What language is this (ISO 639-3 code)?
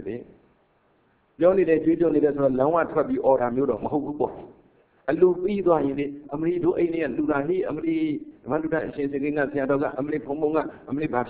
mya